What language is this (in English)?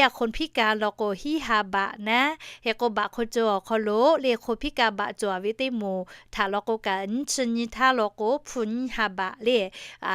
Lahu